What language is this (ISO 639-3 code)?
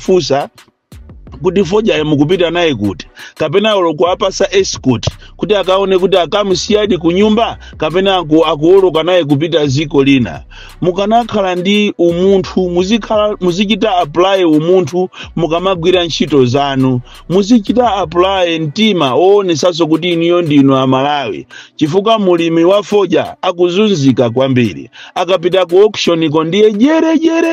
nya